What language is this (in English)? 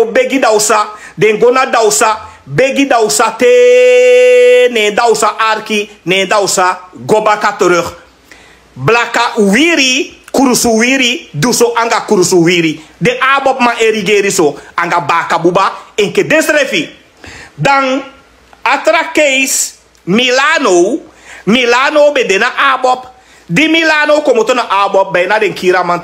Sranan Tongo